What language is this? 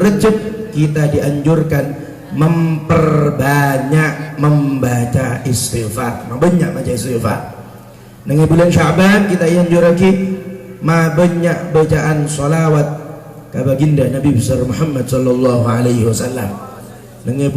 Madurese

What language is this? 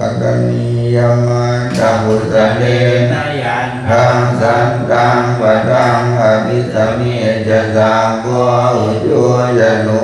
Pali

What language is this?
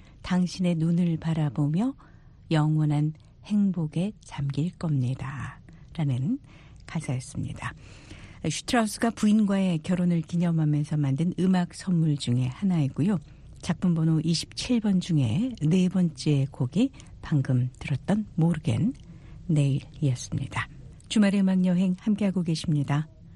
Korean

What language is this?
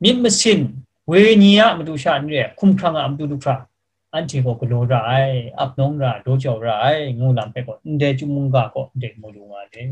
Kachin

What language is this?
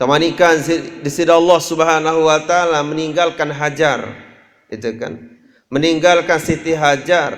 Sasak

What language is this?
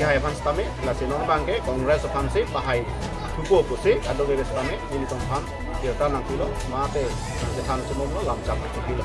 Karbi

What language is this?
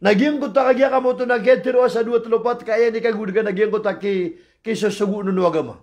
Maranao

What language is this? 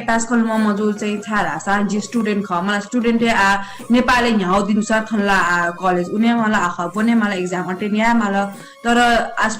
Newari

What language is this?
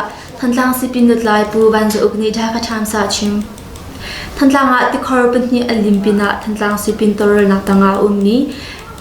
Hakha Chin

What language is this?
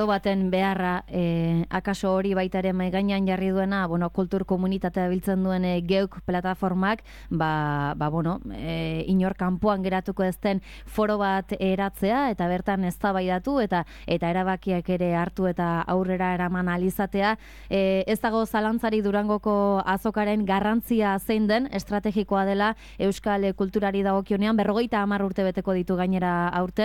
Basque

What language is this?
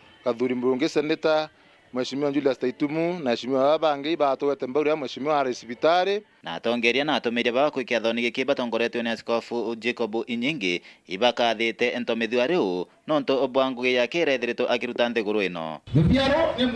Meru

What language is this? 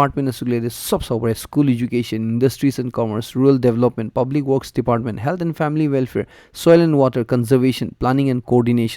Naga Pidgin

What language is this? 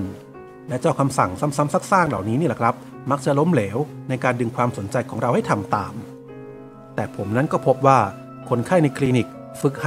Thai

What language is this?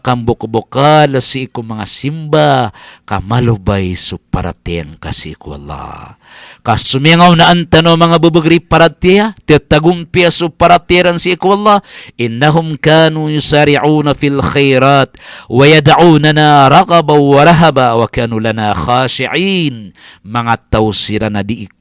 Maranao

